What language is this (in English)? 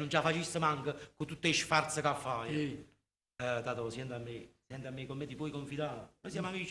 Neapolitan